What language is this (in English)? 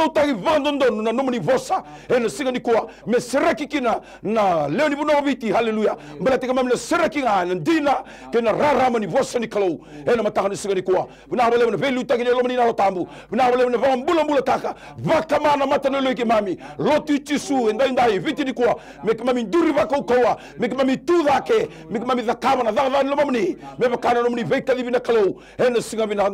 Fijian